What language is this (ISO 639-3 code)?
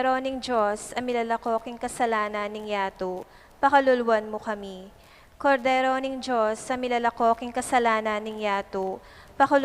pam